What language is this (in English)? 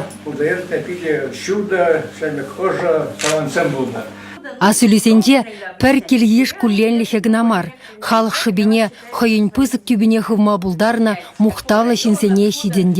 Chuvash